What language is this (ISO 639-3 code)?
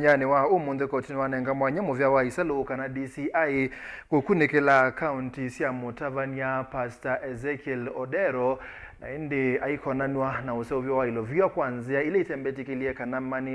kam